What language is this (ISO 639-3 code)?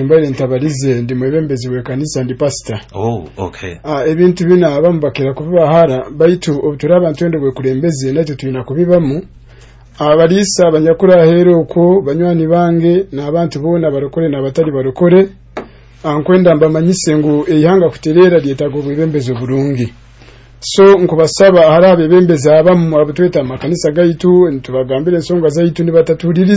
nyo